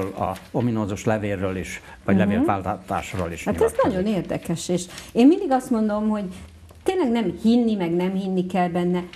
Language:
Hungarian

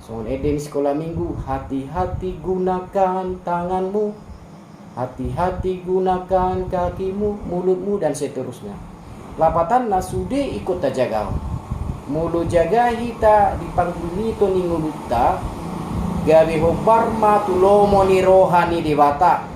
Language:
Batak Toba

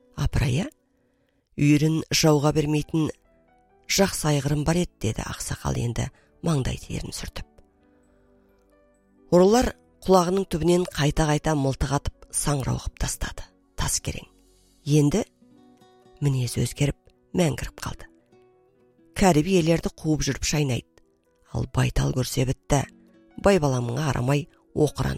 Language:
Kazakh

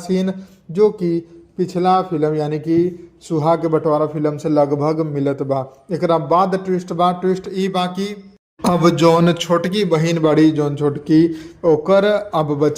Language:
Bhojpuri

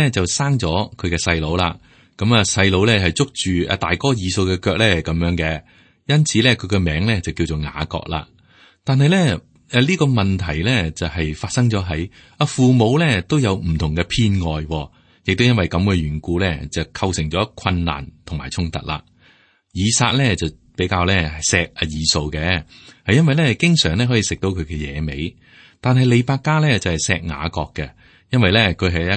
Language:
Cantonese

